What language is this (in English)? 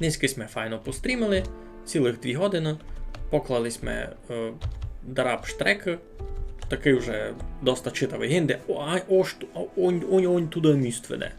Rusyn